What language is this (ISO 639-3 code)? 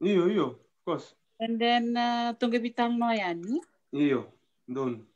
fij